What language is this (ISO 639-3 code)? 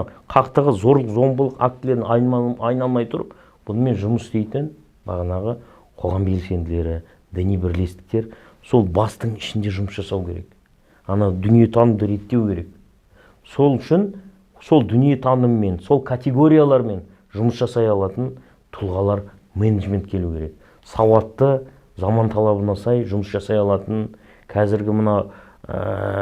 kaz